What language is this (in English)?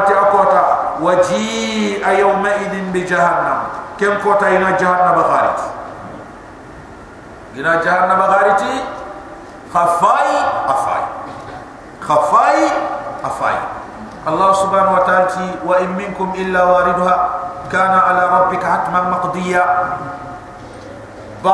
Soninke